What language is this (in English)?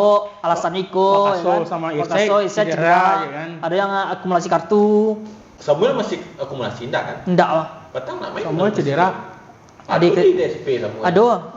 Minangkabau